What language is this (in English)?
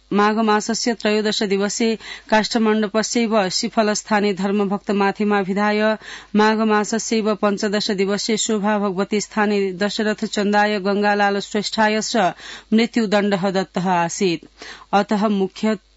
Sanskrit